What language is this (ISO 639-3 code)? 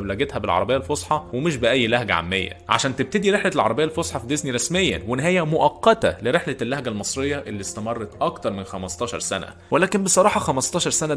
arz